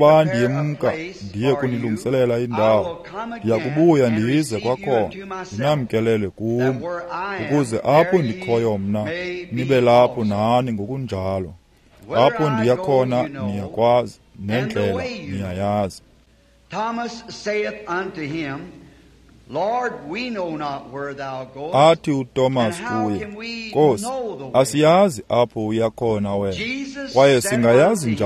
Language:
Xhosa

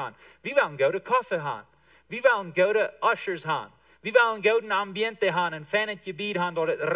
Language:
Plautdietsch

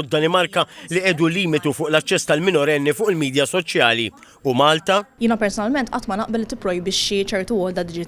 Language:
Maltese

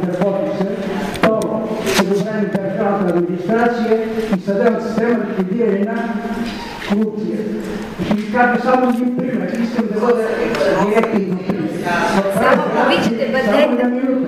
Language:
Bulgarian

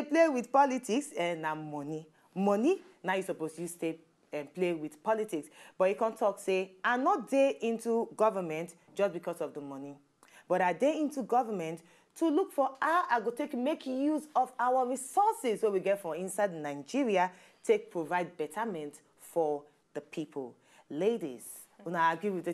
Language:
Nigerian Pidgin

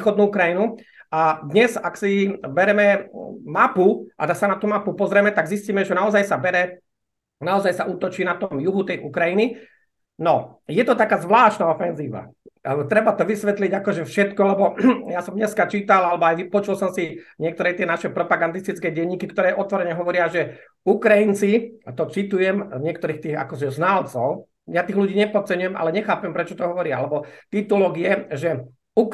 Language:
Slovak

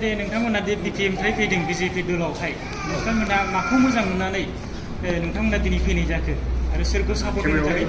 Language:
Bodo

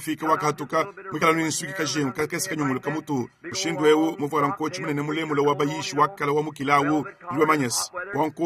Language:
Luba-Lulua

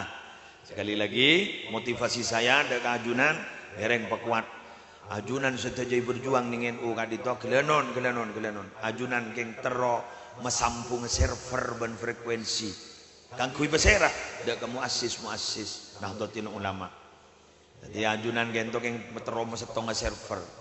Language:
Madurese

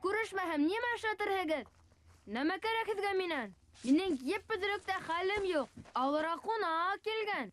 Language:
Bashkir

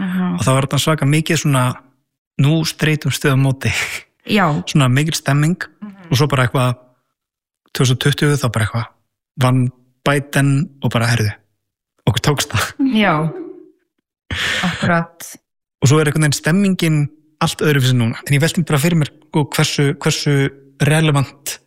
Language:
Icelandic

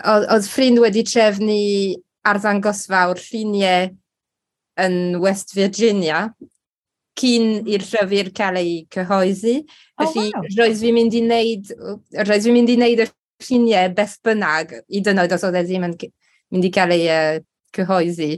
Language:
Welsh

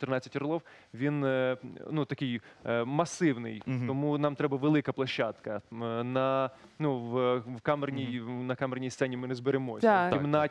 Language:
Ukrainian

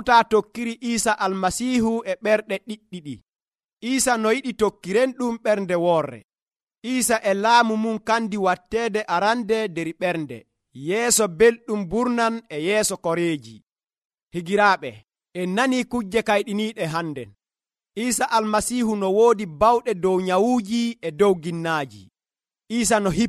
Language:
Nigerian Fulfulde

